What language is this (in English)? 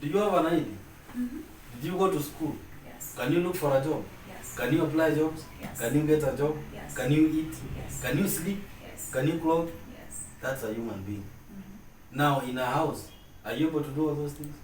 Gusii